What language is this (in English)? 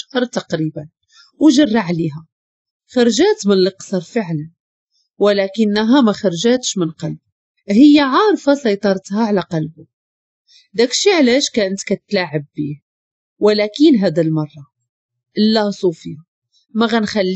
Moroccan Arabic